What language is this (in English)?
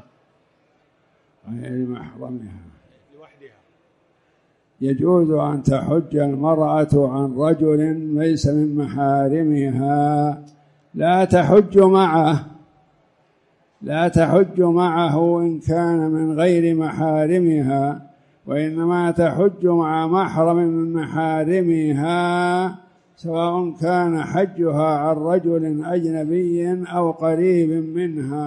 Arabic